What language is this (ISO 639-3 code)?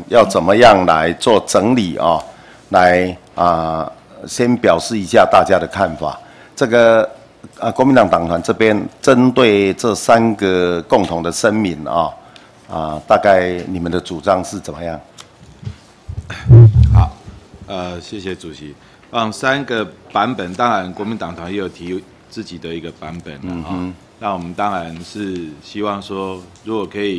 zho